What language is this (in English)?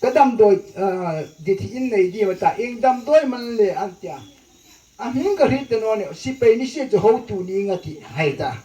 Hmar